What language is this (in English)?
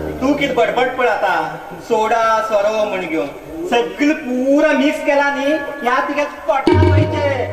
Konkani